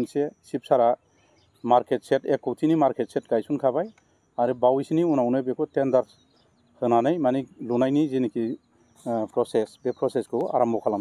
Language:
Bodo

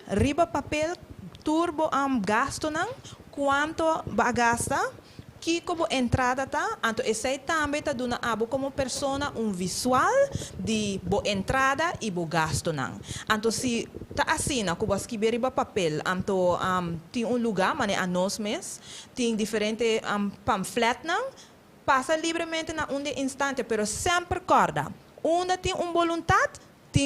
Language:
Papiamento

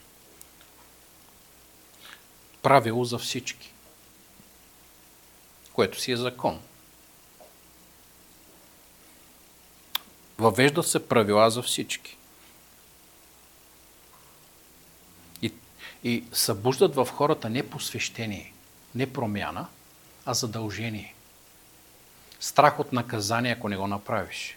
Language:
Bulgarian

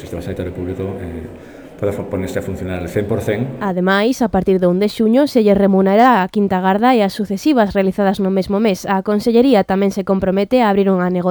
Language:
Galician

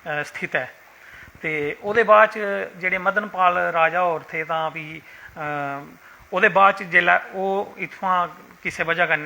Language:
Dogri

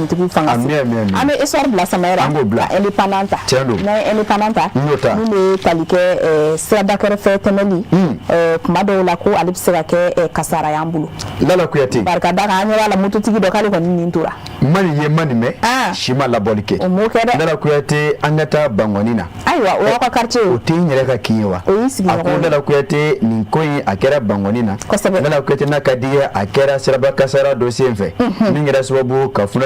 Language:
Bambara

